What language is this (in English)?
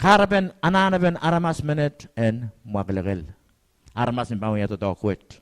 Pohnpeian